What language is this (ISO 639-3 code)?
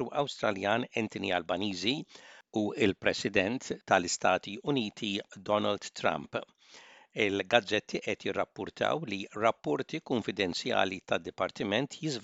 mlt